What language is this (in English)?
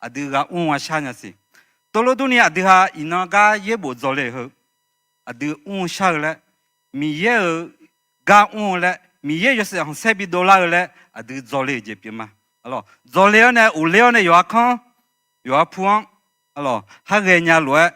Akha